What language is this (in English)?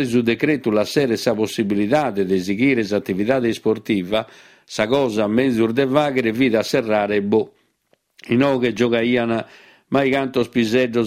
Sardinian